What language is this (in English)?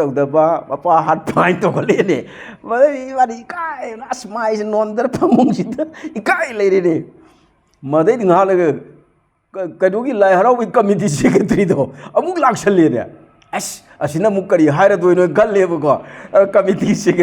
Manipuri